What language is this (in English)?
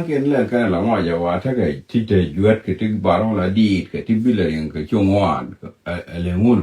Nuer